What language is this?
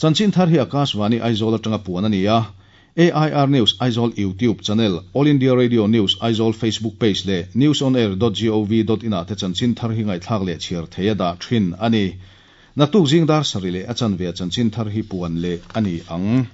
Mizo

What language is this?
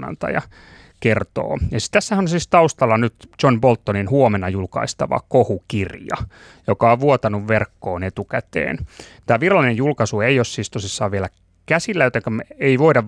Finnish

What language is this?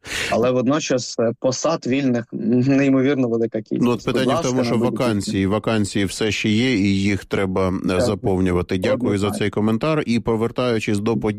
Ukrainian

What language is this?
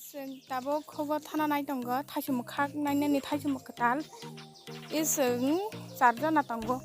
Kok Borok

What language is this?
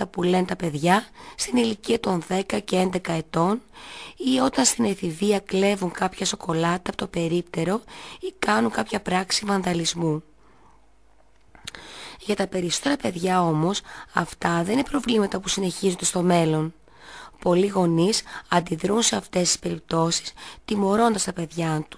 Greek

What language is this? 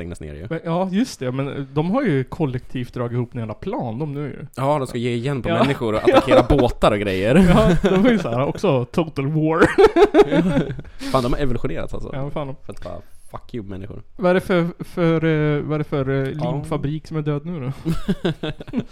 Swedish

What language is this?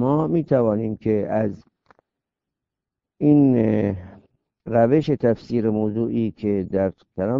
Persian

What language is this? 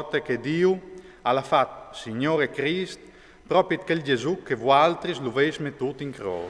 Friulian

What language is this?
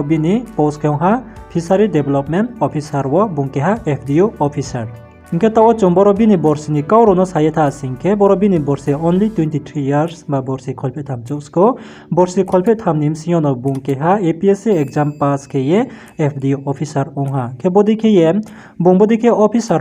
Riang (India)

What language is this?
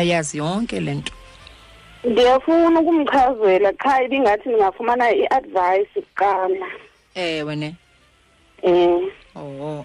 Xhosa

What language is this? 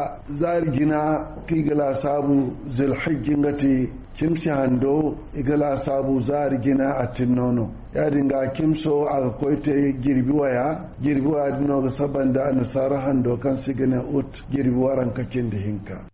Zarma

